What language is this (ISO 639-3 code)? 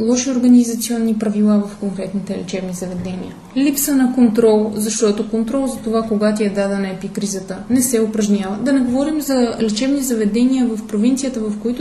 bul